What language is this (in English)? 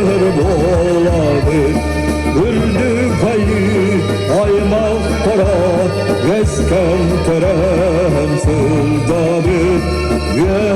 Yakut